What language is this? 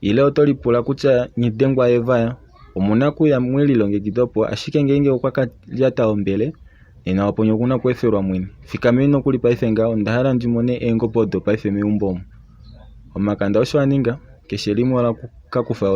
Kuanyama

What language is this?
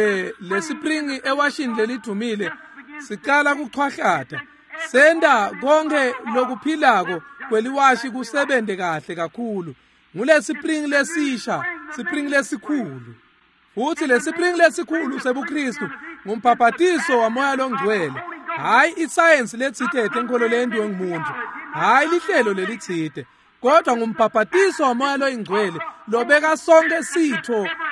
Swati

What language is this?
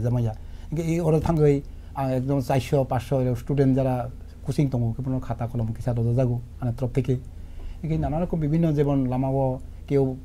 Kok Borok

